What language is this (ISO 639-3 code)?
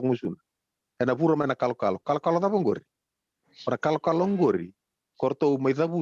fij